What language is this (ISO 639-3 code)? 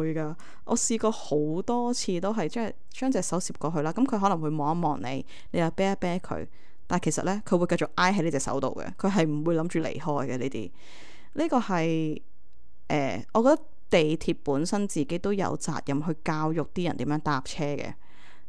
yue